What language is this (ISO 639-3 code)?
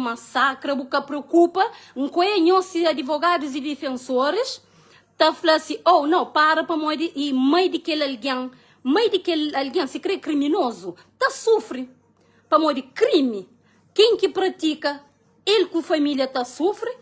kea